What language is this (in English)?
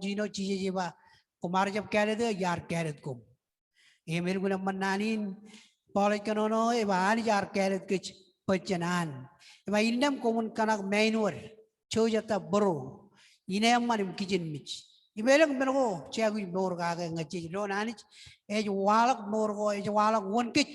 Marshallese